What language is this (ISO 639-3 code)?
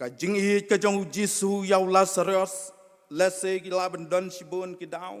kha